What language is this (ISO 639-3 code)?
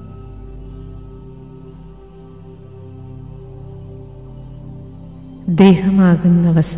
mal